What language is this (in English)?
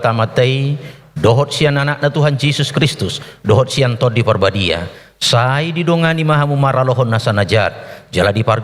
Batak Toba